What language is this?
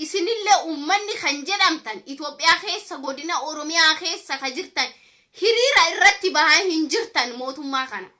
Oromo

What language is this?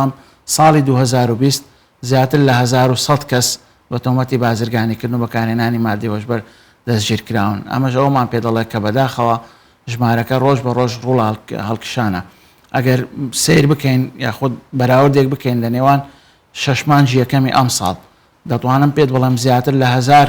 Central Kurdish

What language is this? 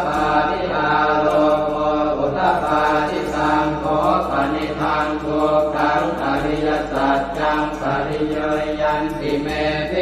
Pali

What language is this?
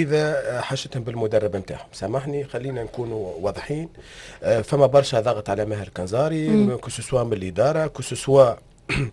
Tunisian Arabic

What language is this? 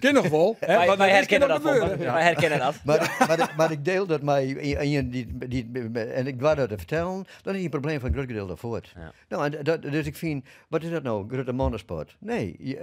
Western Frisian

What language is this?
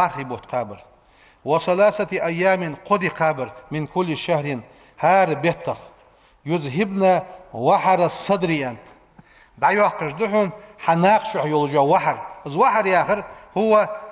Ingush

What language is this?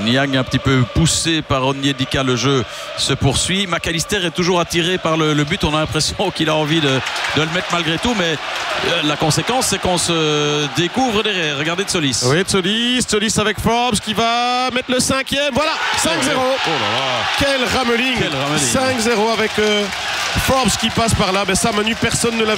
French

